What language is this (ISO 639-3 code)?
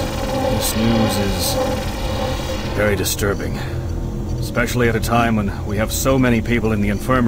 eng